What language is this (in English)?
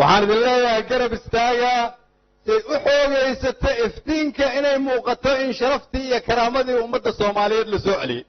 Somali